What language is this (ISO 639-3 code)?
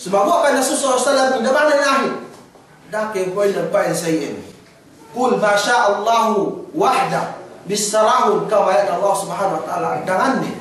yka